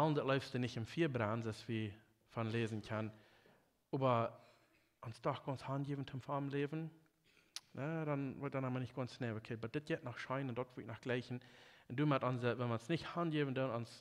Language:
Plautdietsch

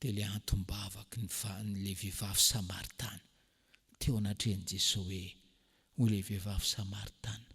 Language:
Malagasy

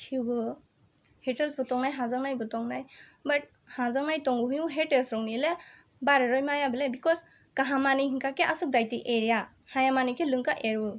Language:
Kok Borok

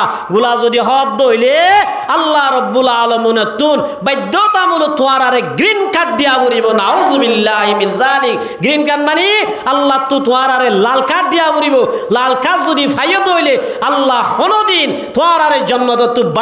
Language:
Rohingya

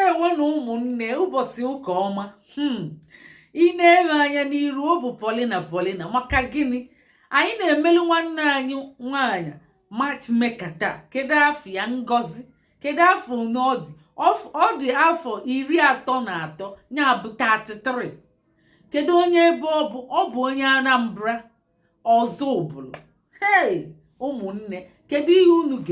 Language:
Igbo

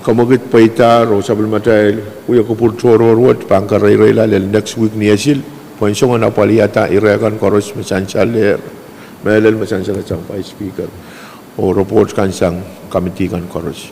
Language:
Pohnpeian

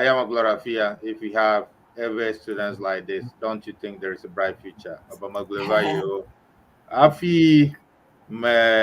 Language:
Ewe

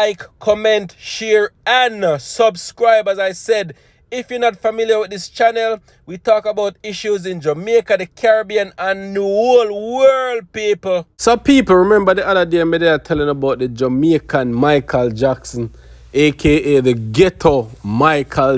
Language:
Jamaican Creole English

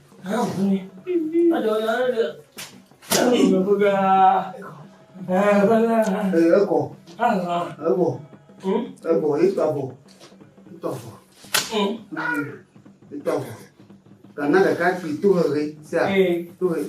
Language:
Ewe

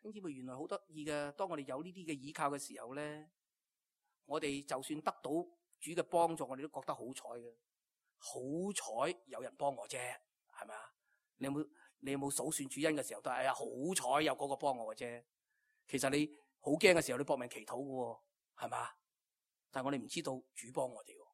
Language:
Cantonese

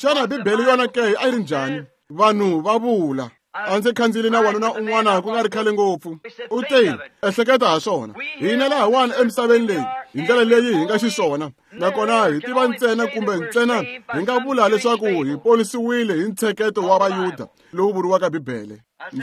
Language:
Tsonga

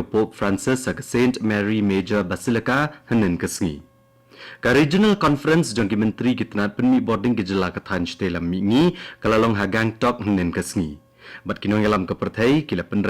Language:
Khasi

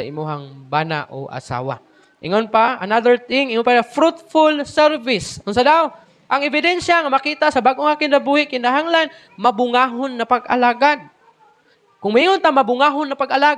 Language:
Cebuano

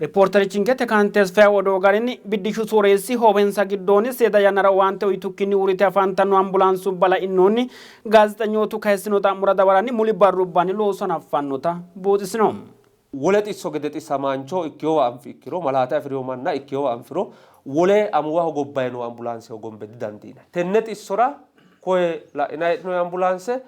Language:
Sidamo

